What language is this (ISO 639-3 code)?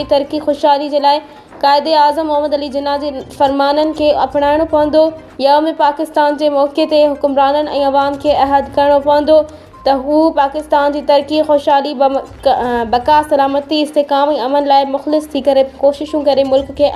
snd